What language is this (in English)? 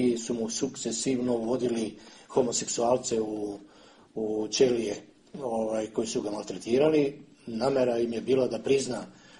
Serbian